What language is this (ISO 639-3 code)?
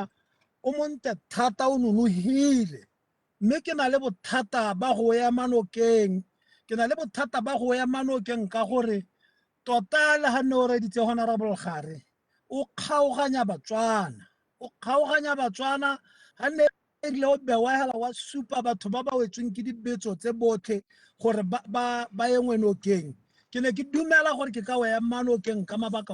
tsn